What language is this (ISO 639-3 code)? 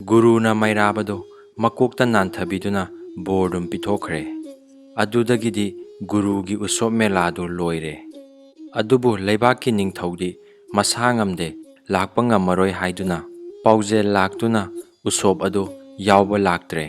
mni